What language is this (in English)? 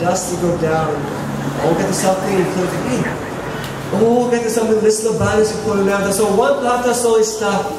Tok Pisin